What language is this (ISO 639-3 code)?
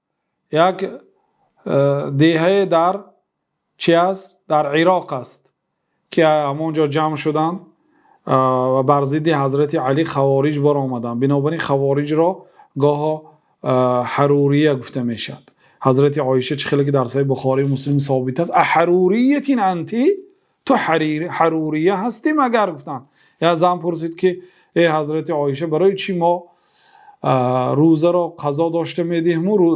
fas